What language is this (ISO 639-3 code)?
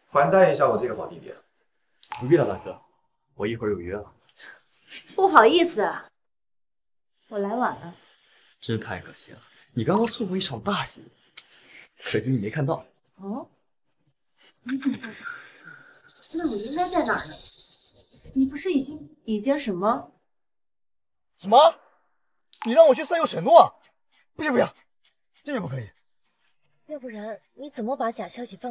zho